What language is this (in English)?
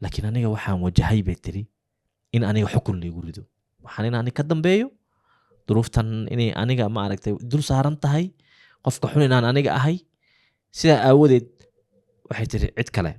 Somali